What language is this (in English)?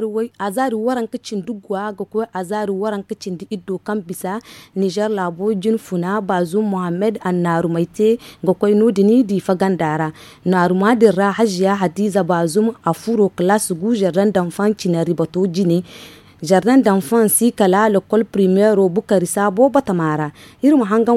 Zarma